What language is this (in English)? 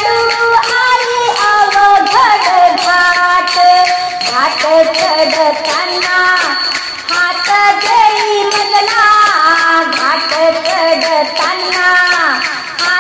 Marathi